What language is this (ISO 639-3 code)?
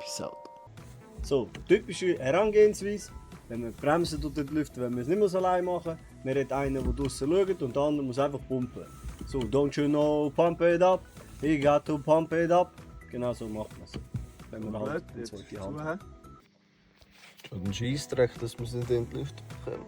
gsw